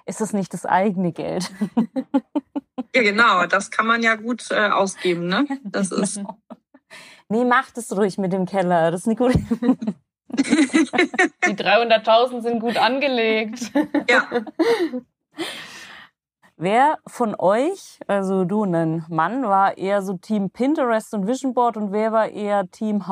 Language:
German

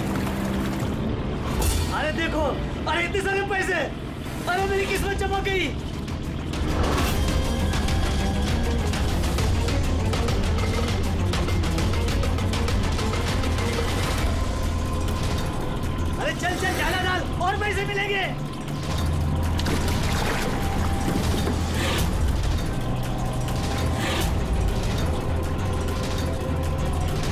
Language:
Hindi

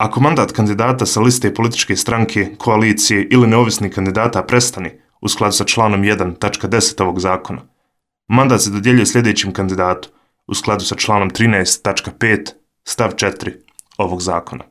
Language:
Croatian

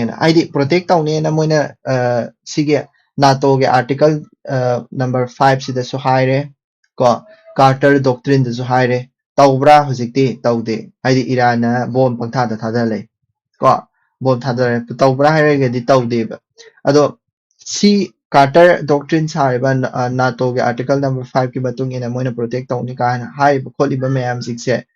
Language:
Manipuri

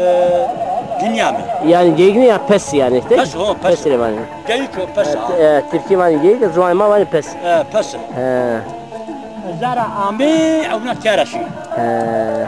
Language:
Zaza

